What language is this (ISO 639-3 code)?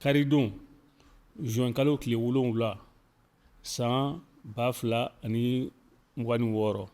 bam